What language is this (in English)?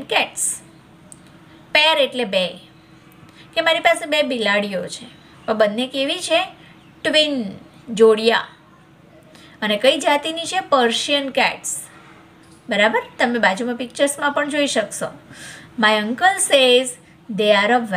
Gujarati